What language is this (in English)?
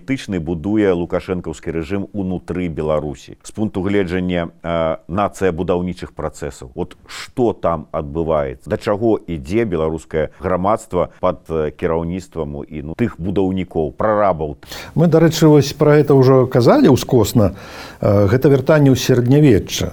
Belarusian